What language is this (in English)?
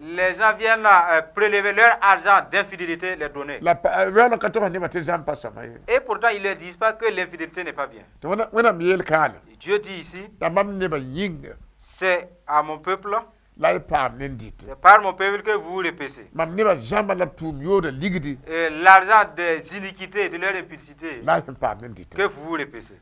Mossi